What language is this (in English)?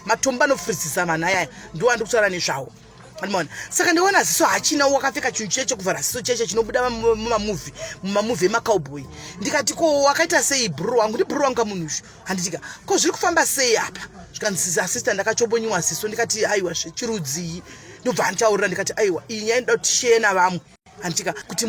Shona